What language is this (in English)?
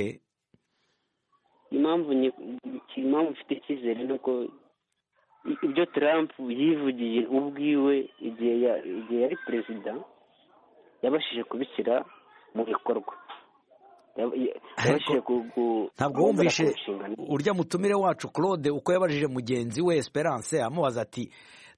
Kinyarwanda